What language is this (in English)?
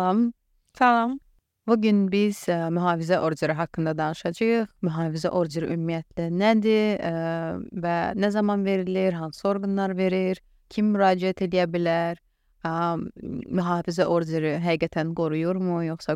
Azerbaijani